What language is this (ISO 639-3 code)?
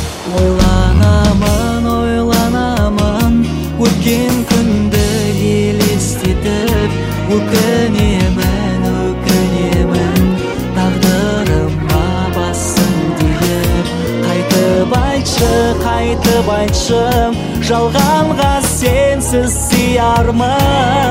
kaz